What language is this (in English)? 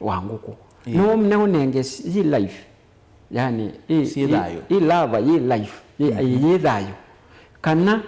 Kamba